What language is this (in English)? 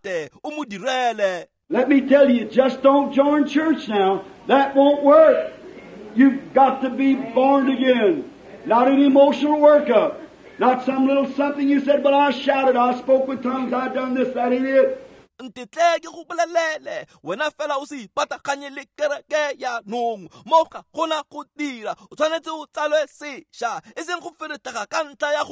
Tswana